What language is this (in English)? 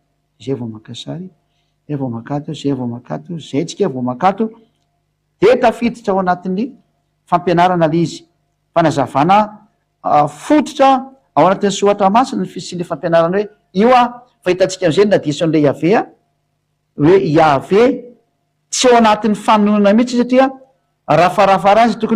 Malagasy